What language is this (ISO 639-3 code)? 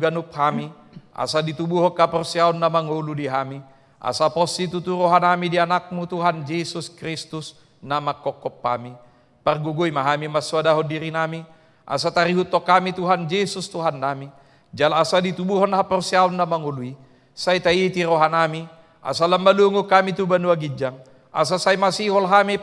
bbc